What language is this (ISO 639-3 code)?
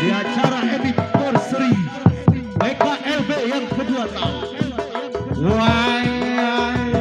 bew